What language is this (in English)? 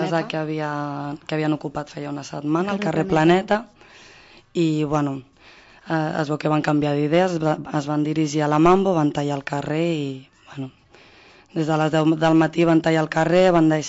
Catalan